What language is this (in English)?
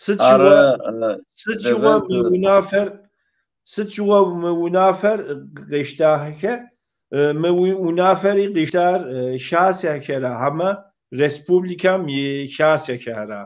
Kabardian